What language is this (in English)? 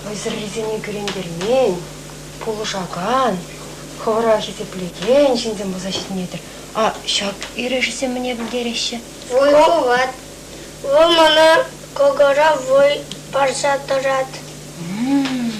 Chuvash